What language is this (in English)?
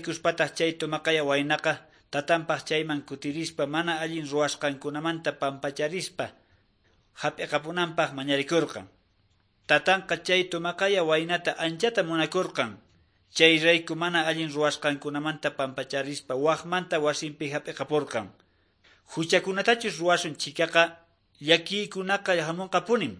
Quechua